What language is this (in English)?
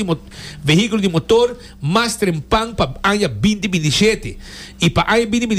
Papiamento